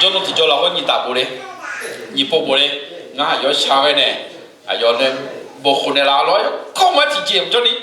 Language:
Akha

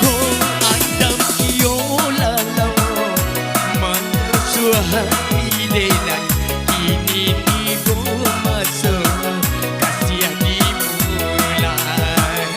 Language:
Minangkabau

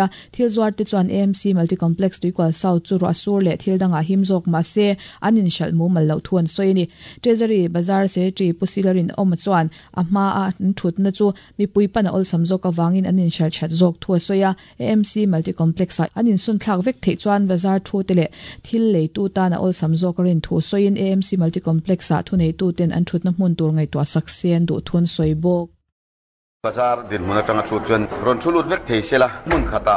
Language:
Mizo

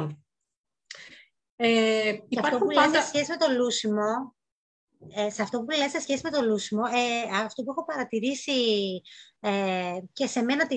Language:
Greek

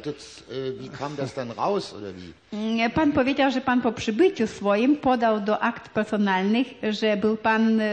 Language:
Polish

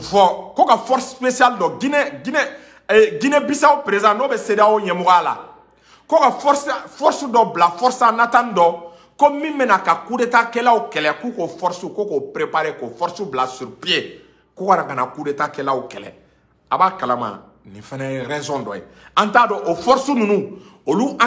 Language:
Bambara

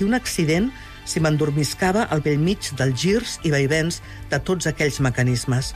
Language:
Catalan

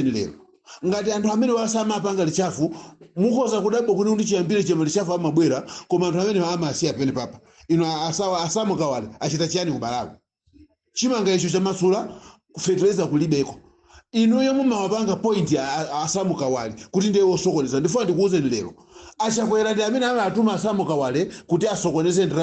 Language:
Nyanja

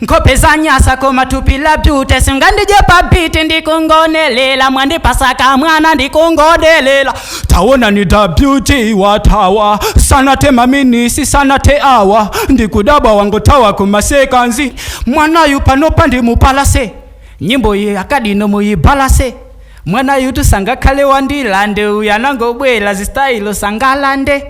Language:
Nyanja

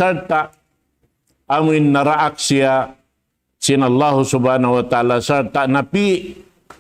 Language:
Tausug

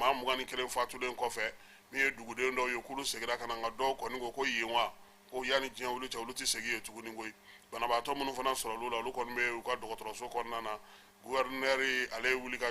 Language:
Bambara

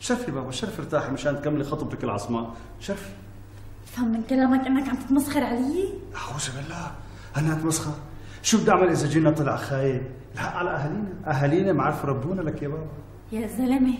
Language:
North Levantine Arabic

